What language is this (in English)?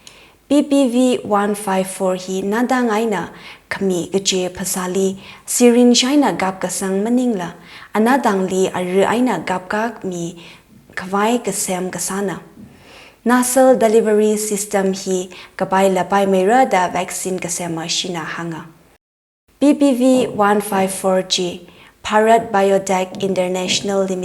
Tangkhul Naga (India)